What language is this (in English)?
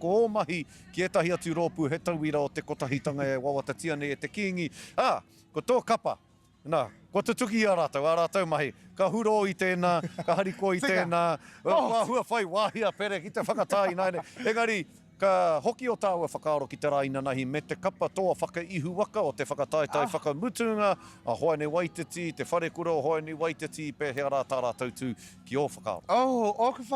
Māori